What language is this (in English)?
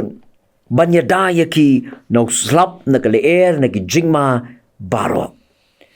Khasi